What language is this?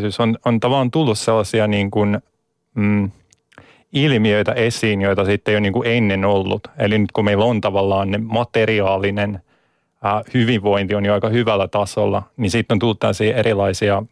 Finnish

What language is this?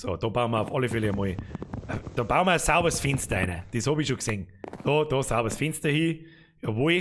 Bavarian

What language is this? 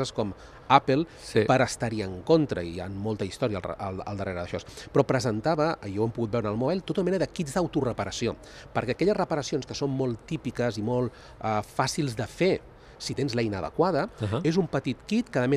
Catalan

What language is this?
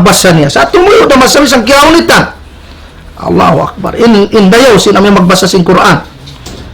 Tausug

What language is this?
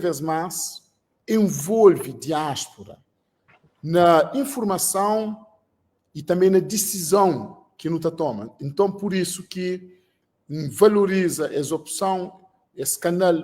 Kabuverdianu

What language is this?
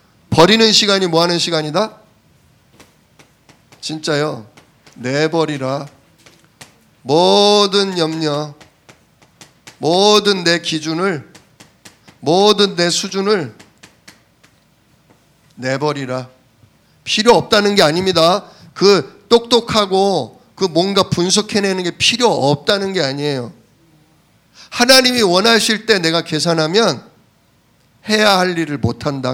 Korean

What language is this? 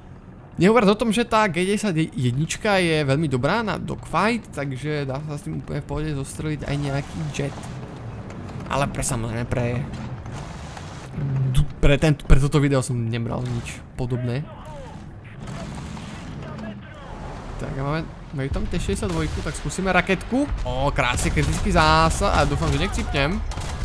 Slovak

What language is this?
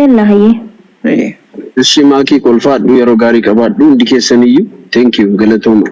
Oromo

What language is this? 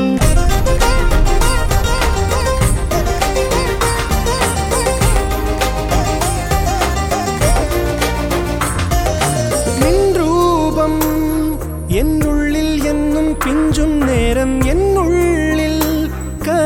Malayalam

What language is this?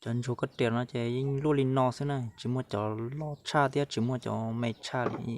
Hmong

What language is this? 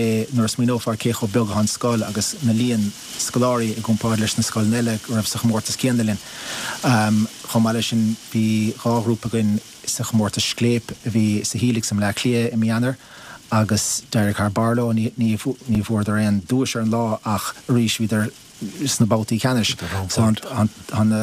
Irish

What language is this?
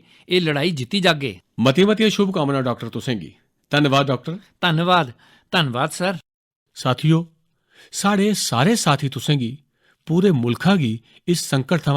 Dogri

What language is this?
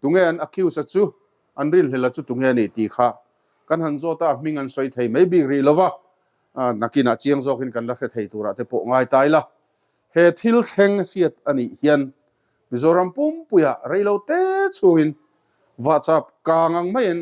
Mizo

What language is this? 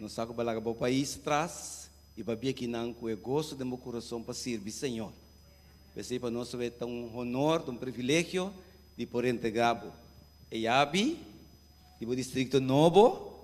Papiamento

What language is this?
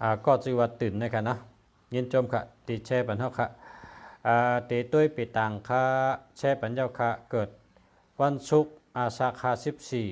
Shan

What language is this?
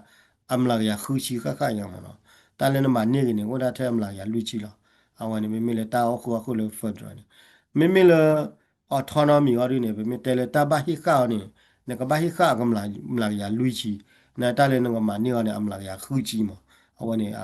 S'gaw Karen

